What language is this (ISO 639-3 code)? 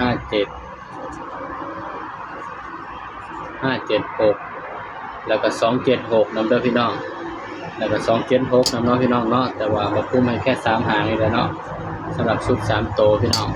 tts